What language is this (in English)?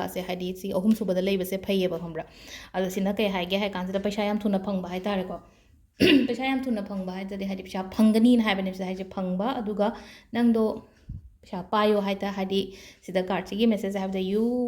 Manipuri